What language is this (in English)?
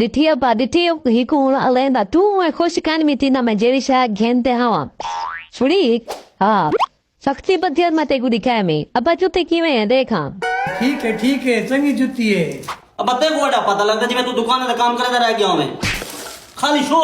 Saraiki